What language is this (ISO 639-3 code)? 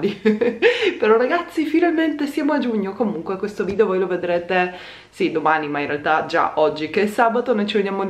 ita